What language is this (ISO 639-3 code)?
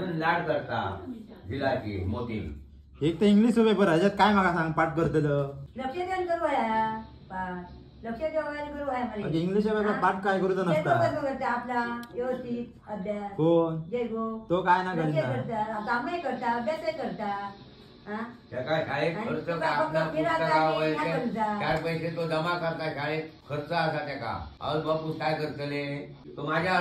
kok